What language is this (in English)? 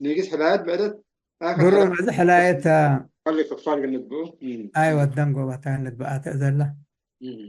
Tigre